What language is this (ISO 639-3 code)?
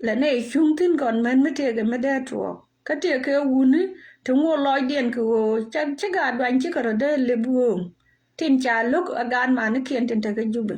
nus